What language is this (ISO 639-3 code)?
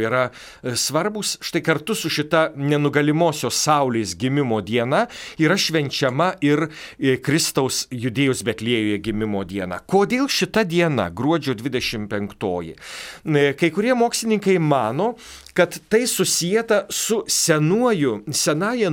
lit